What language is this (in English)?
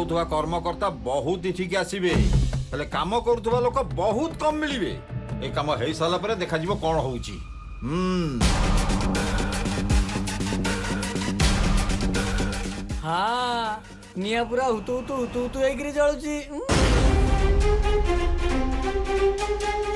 Odia